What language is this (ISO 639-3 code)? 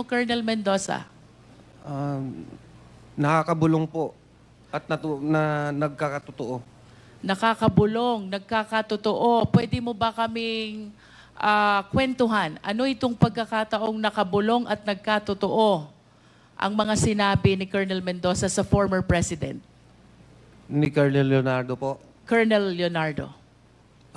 fil